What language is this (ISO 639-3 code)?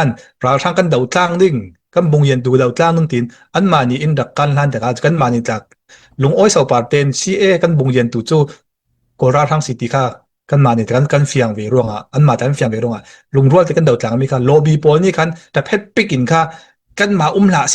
cfm